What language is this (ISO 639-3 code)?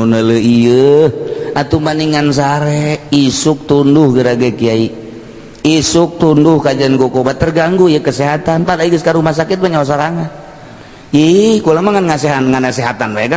sun